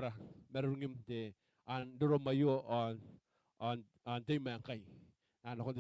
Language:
Gilbertese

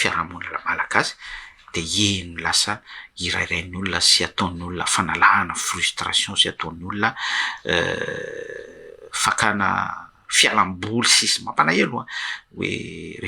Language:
Malagasy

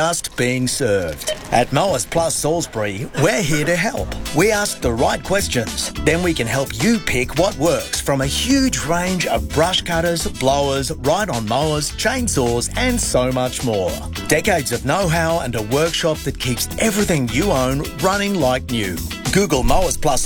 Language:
English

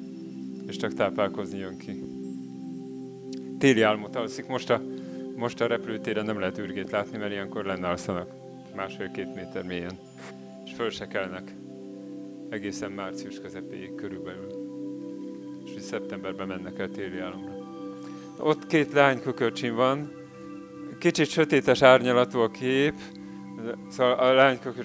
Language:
Hungarian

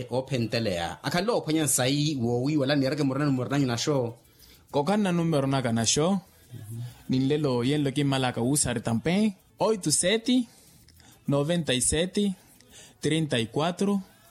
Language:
Makhuwa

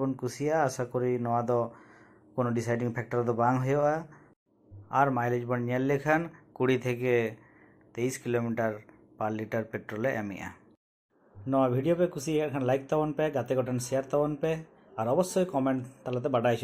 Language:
Santali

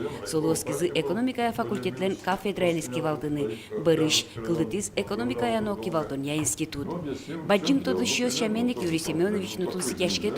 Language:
Udmurt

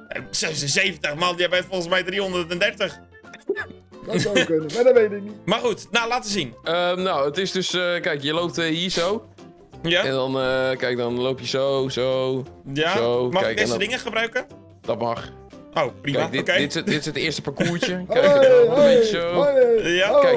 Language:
Dutch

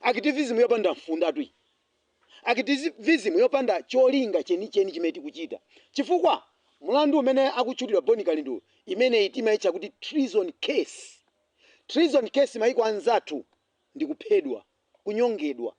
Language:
Nyanja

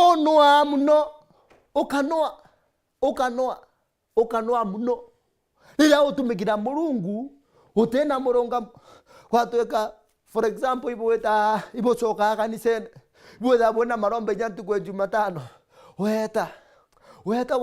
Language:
Meru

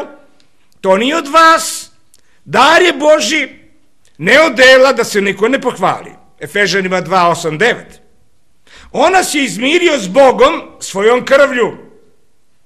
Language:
Serbian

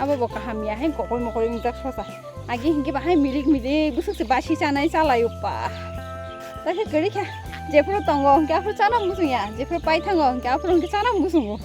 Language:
Kok Borok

